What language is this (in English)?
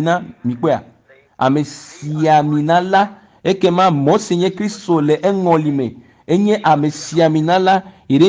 Ewe